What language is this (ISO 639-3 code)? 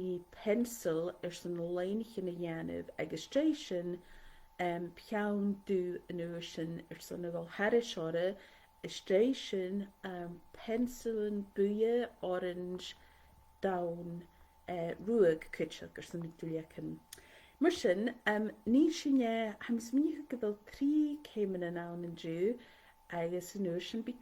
gla